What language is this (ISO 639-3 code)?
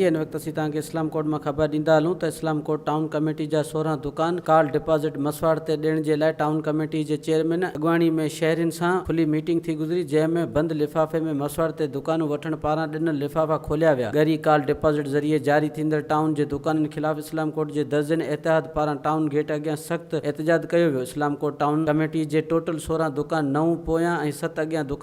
snd